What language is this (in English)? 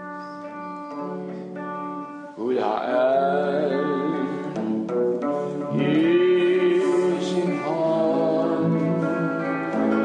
Danish